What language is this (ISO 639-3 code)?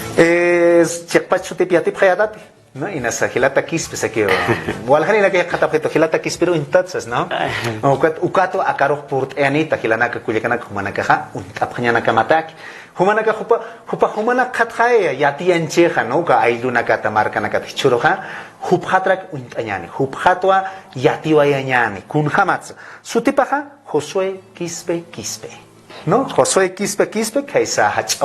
aym